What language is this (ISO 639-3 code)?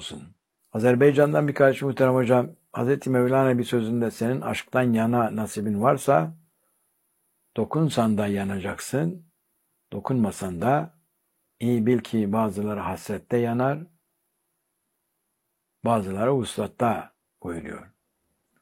tur